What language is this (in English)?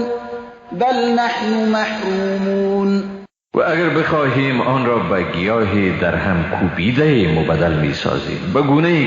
Persian